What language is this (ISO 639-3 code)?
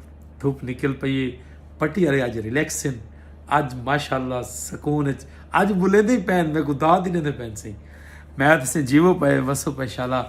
skr